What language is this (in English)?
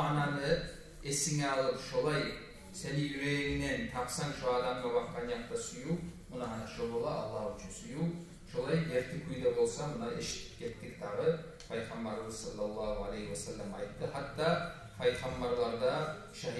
Kumyk